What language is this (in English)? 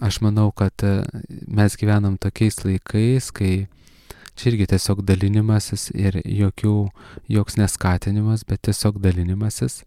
Lithuanian